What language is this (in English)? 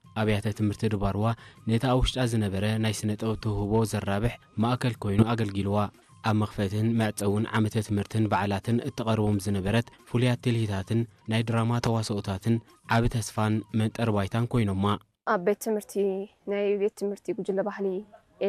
Tigrinya